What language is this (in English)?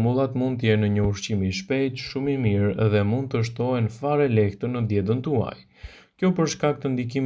Albanian